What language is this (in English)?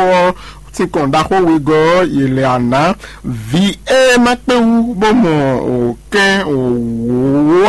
Fon